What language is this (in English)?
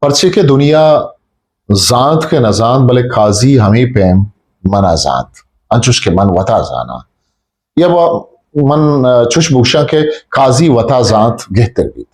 Eastern Balochi